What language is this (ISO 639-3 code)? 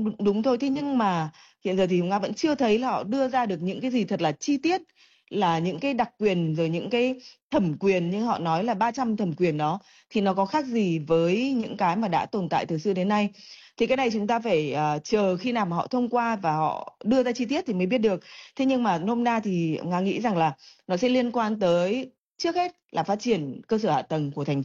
vie